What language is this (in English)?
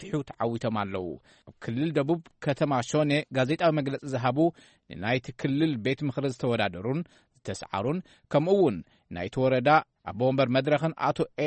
Tigrinya